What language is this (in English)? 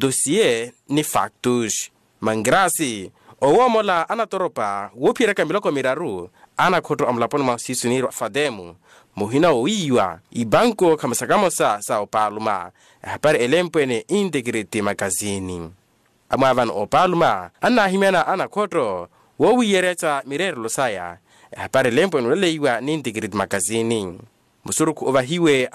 Makhuwa